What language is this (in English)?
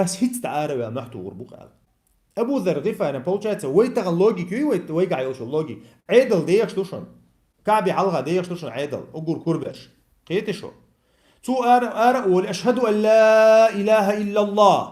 Chechen